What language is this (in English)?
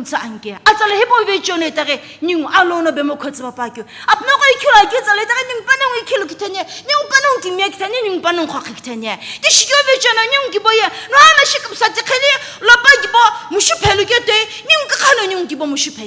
Sumi Naga